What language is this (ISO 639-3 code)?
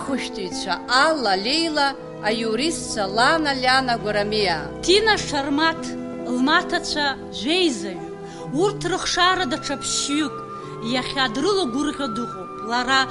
abk